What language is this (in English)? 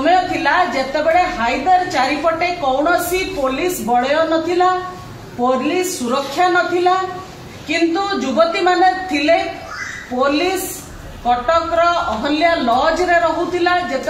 Odia